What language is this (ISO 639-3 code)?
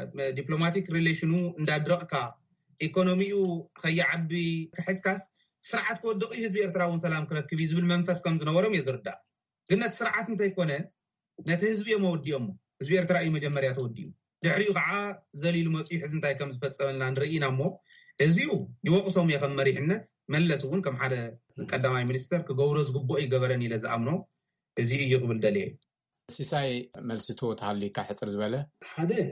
tir